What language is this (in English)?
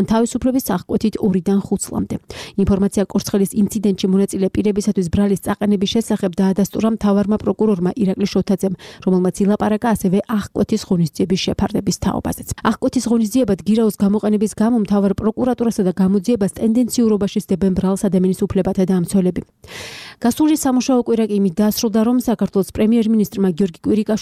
Georgian